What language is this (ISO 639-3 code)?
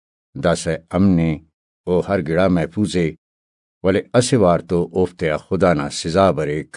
brh